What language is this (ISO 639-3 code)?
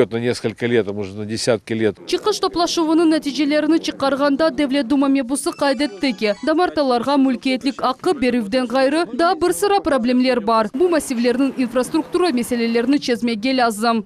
crh